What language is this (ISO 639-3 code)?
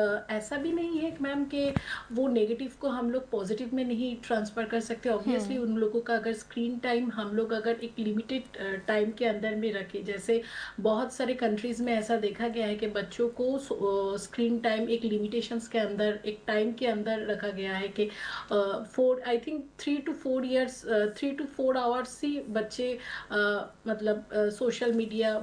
hin